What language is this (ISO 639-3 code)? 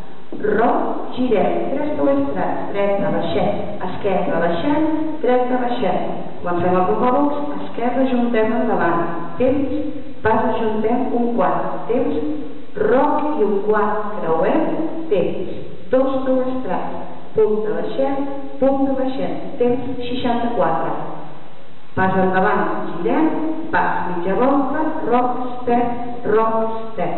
cat